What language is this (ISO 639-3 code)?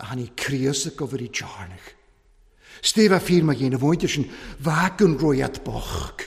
cym